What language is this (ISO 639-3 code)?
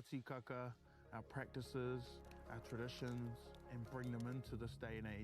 mri